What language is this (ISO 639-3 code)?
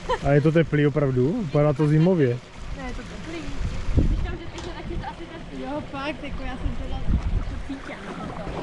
ces